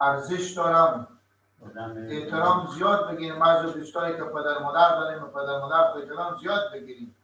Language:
Persian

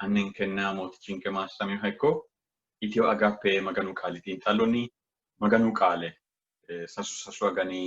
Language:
Sidamo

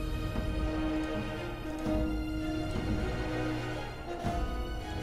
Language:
Russian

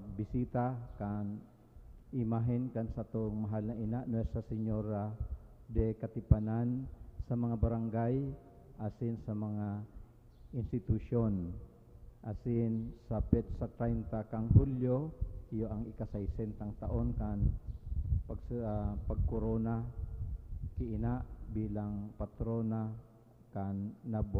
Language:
Bikol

